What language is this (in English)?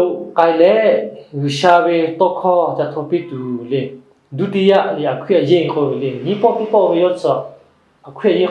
Lahu